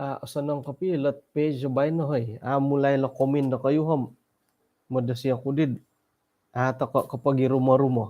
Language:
Central Dusun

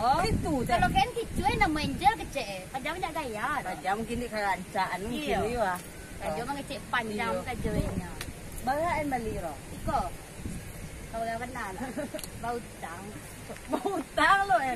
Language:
Minangkabau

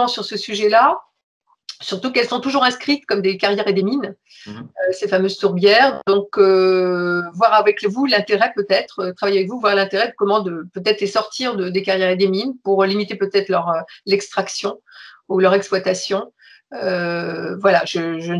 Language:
French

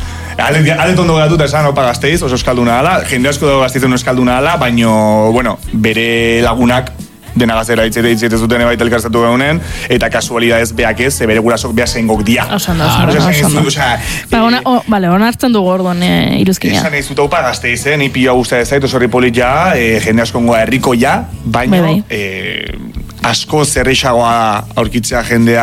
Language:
Basque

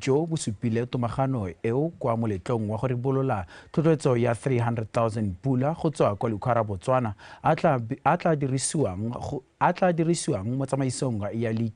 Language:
Tswana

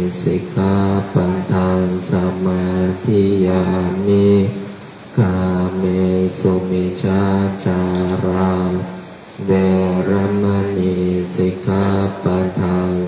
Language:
Pali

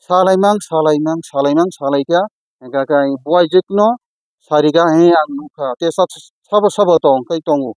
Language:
Kok Borok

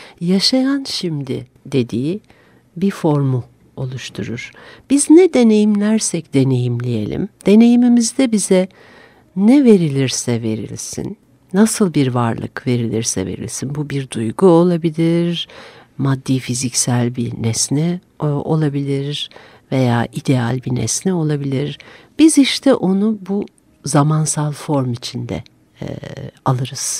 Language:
Turkish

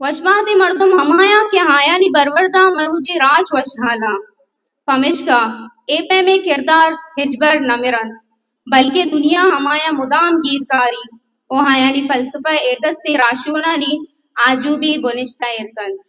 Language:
Baluchi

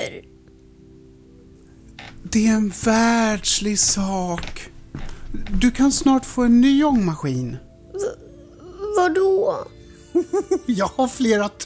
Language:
Swedish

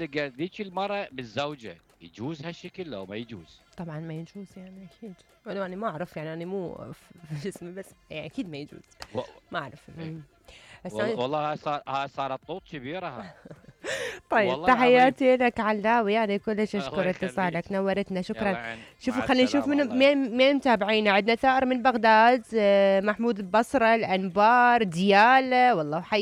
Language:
Mesopotamian Arabic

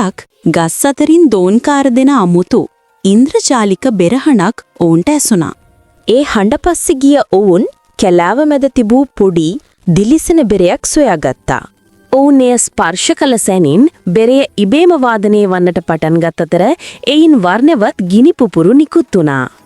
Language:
Sinhala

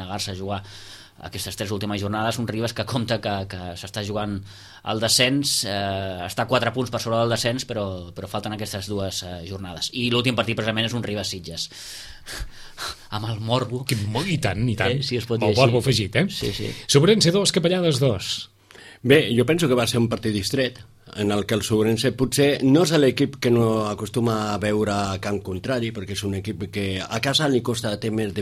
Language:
Catalan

